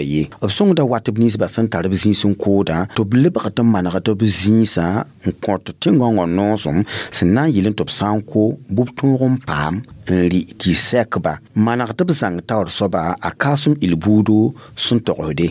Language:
Mossi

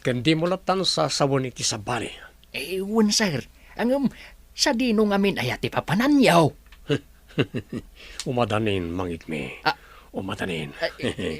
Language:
Iloko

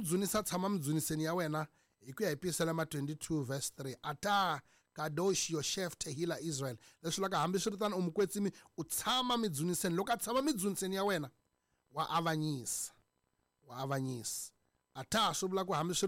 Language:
Tsonga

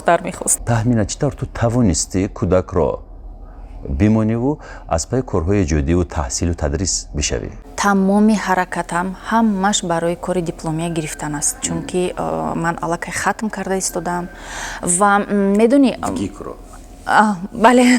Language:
Tajik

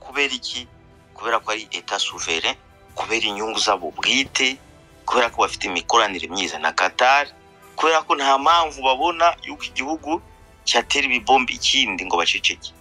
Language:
Kinyarwanda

